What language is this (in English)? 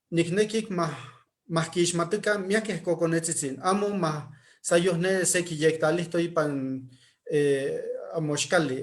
Eastern Huasteca Nahuatl